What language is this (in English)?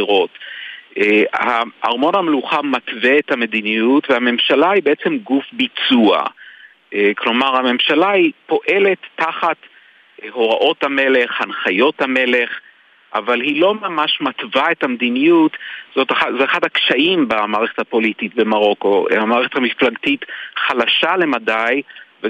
Hebrew